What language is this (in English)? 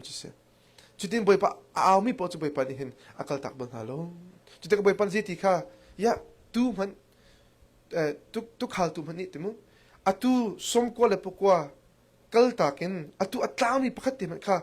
Hakha Chin